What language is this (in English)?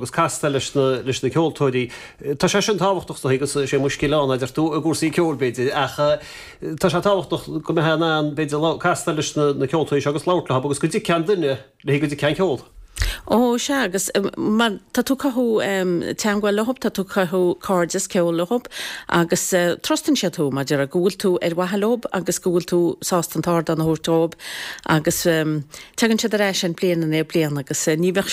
Irish